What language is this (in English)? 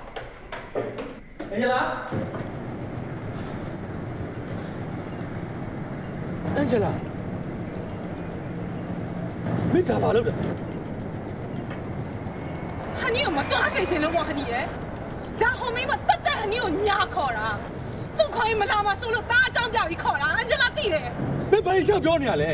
Burmese